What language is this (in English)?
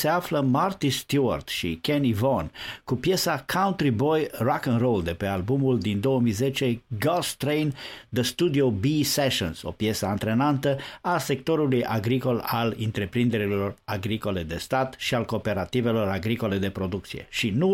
Romanian